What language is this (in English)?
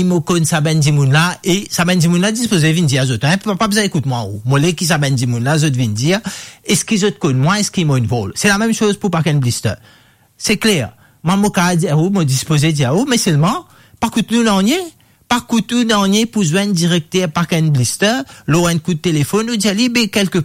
Morisyen